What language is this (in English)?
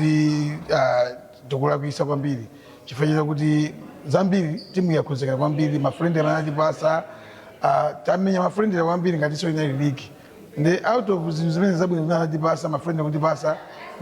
Nyanja